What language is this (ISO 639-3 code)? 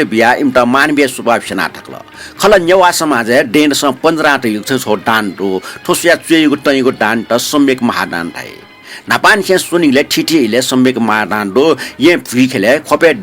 new